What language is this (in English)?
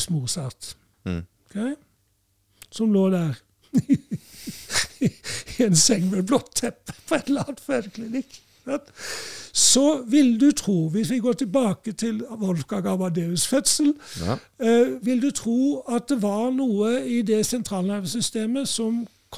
Norwegian